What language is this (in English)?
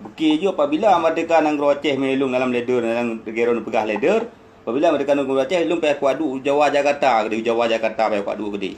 Achinese